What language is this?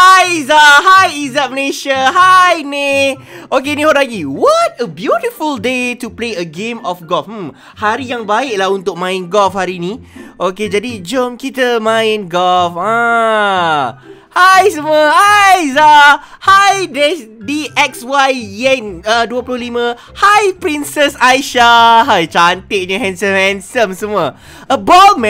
Malay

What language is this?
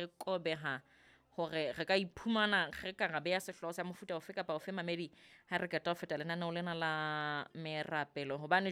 Southern Sotho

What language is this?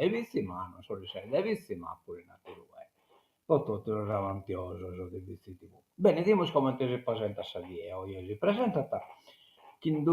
Sardinian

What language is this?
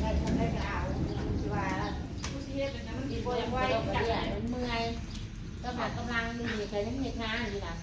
Northeastern Thai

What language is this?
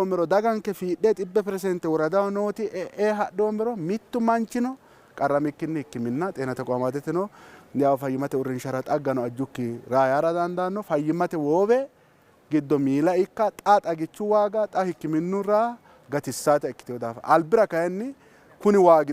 Sidamo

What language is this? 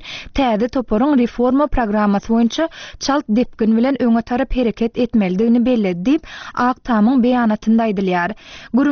Turkmen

